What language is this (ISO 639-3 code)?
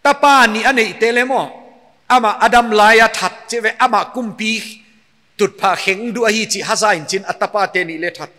pck